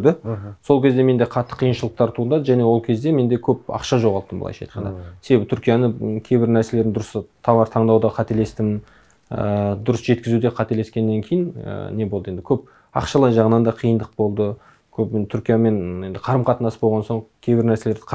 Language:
Kazakh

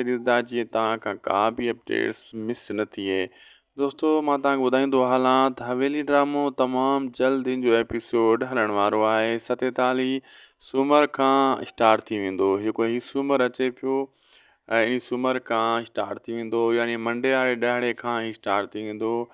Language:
Sindhi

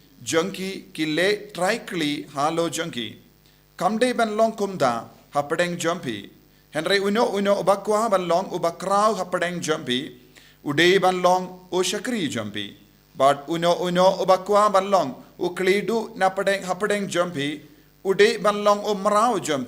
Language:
Khasi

